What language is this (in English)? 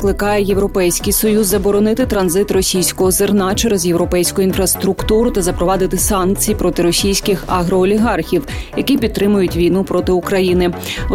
Ukrainian